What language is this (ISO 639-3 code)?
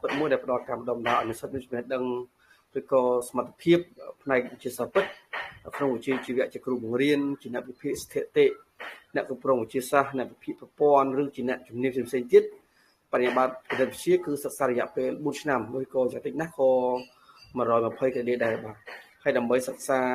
khm